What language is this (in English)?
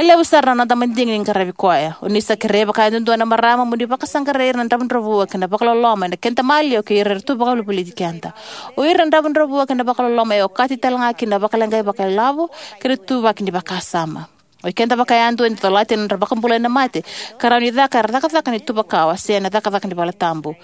Fijian